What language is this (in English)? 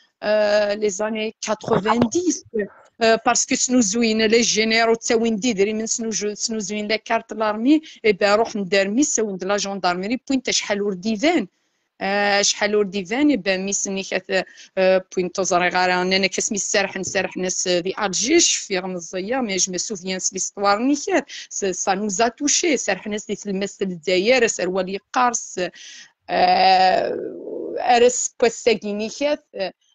Kabyle